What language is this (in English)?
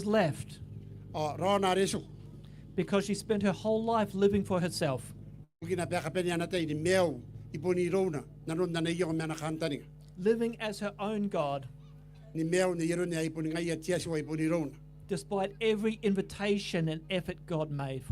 Gilbertese